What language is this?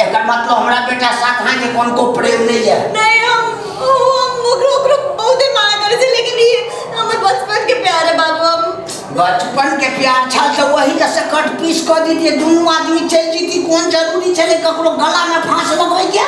Maithili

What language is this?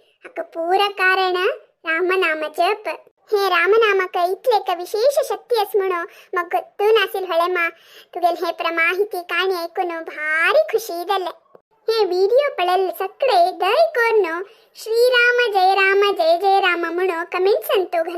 Konkani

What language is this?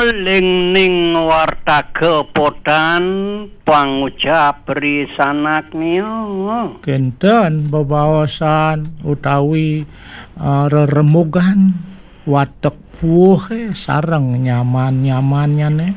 Balinese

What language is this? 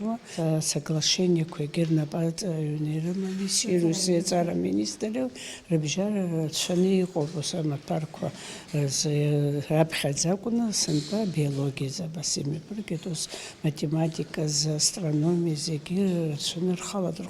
Abkhazian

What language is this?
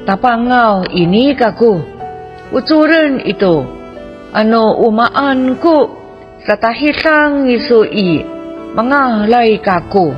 Amis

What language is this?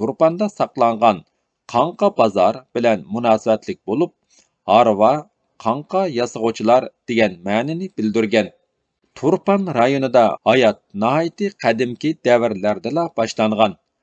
Uyghur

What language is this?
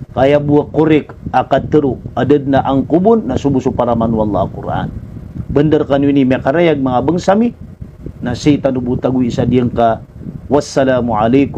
Maranao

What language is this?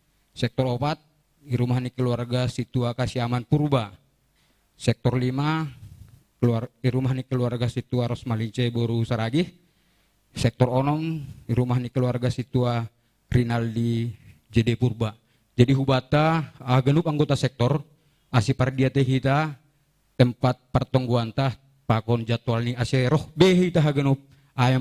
Batak Simalungun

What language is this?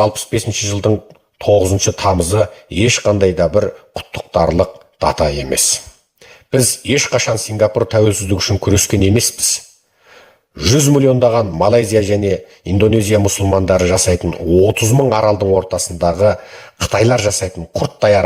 Kazakh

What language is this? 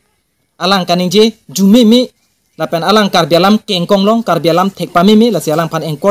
Karbi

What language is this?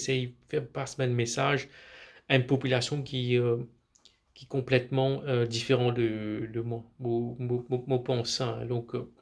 Morisyen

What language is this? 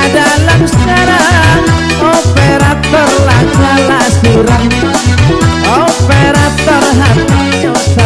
Minangkabau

